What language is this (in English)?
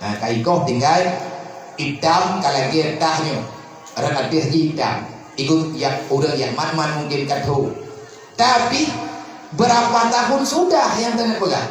Achinese